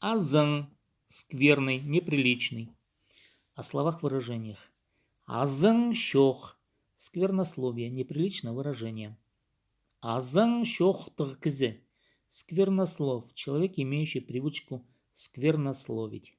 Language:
Khakas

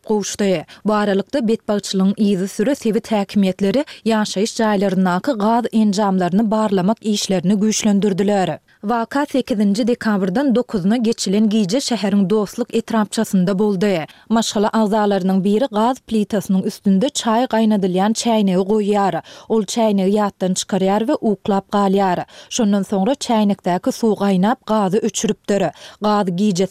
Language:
Turkmen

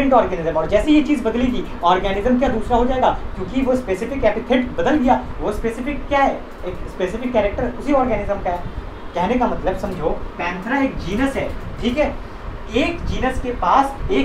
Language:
Hindi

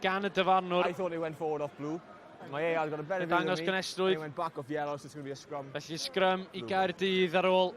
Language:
Welsh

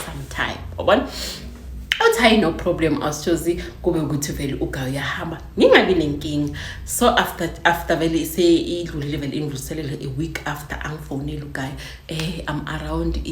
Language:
Zulu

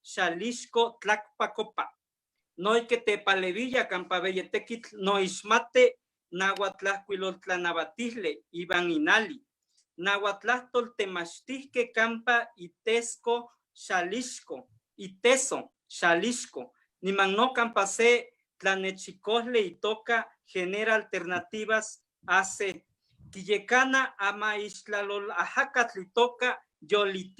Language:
Eastern Huasteca Nahuatl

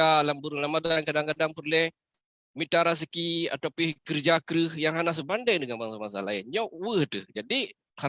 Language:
Achinese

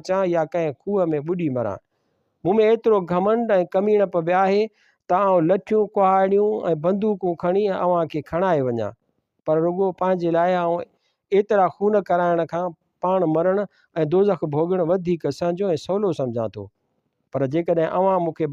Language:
Sindhi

